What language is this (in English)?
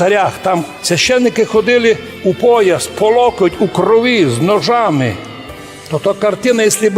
Rusyn